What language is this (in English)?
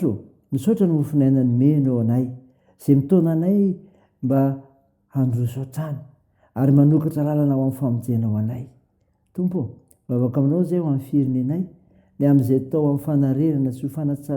Malagasy